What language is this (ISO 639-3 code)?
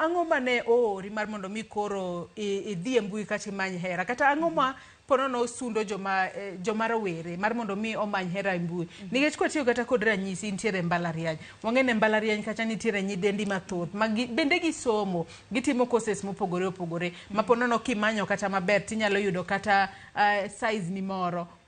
luo